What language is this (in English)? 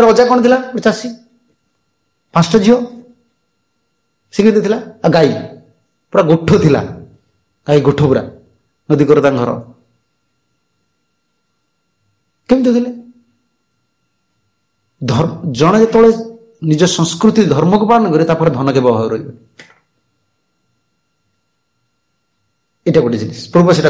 Odia